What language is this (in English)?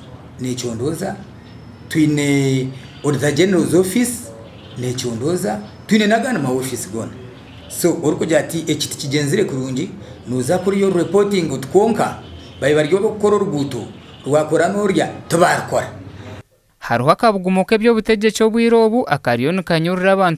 Nyankole